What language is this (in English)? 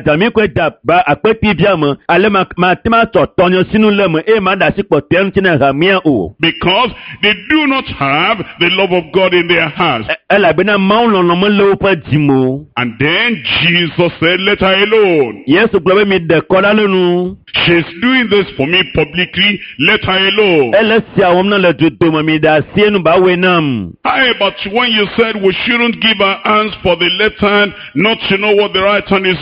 Ewe